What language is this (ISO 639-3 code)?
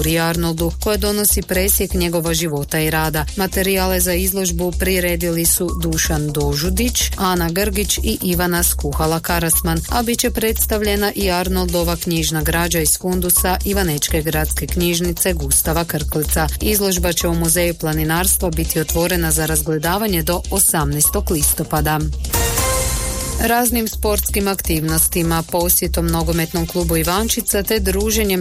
hrv